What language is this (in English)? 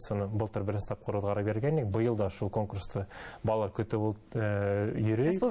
Bashkir